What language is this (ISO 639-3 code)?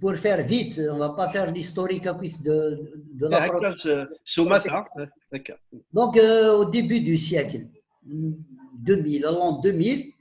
kab